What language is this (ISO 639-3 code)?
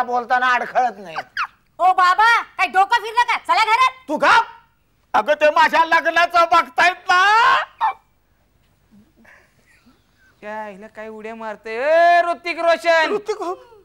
mar